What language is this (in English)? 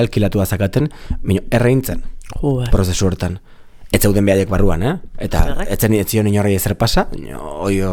Basque